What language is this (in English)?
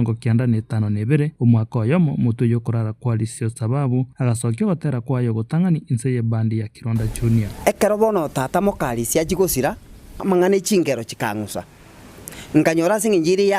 Gusii